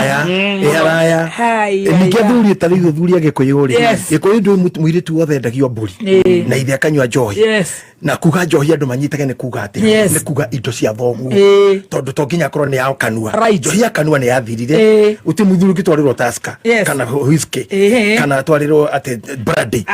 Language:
Kikuyu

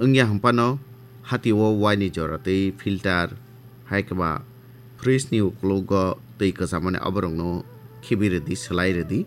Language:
Kok Borok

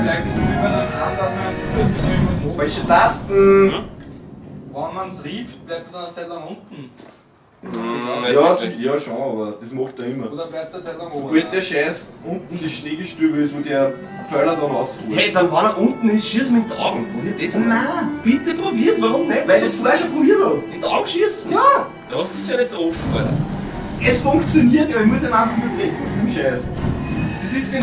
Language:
Bavarian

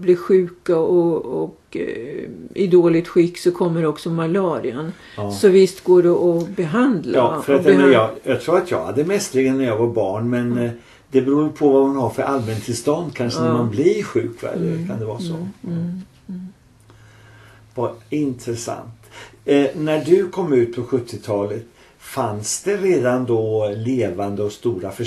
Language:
Swedish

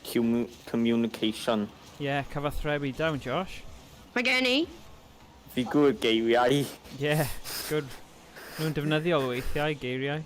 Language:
Welsh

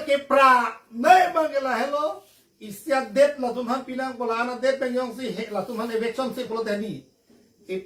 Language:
Karbi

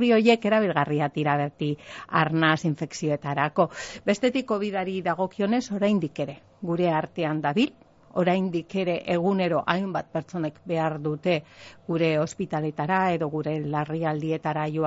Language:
Basque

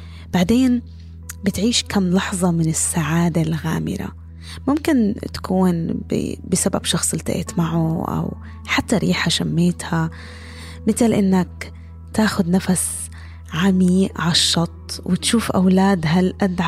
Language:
North Levantine Arabic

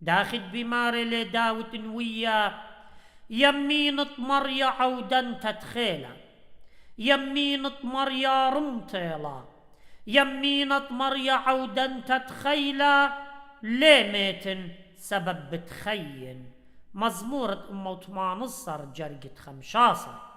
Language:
Assyrian Neo-Aramaic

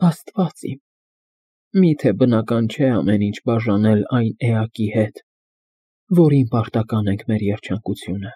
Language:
Armenian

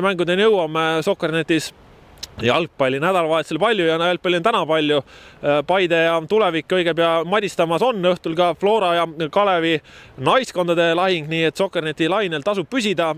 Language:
Estonian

